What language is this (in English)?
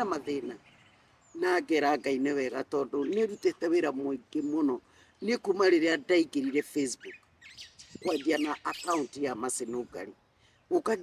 Kikuyu